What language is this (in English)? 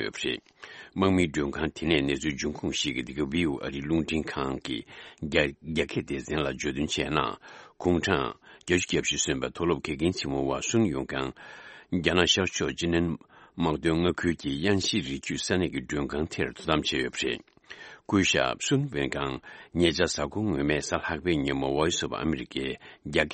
Tibetan